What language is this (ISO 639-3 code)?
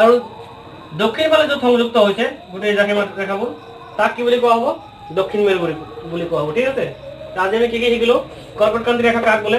asm